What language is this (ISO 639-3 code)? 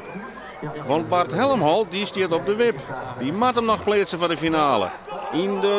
fry